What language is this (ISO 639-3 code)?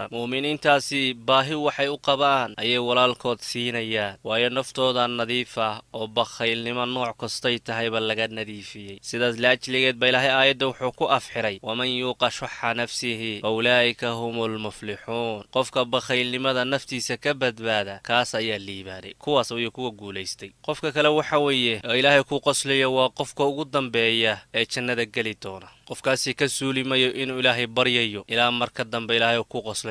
som